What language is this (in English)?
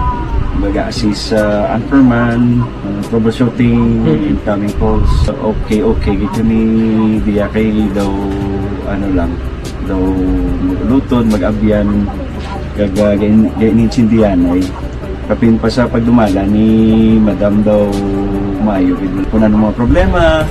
Hiligaynon